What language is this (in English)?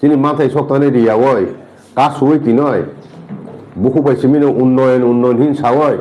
Kok Borok